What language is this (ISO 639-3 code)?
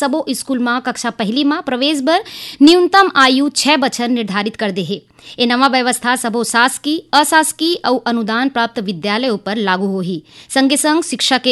hne